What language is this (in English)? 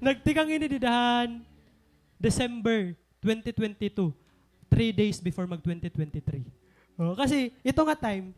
Waray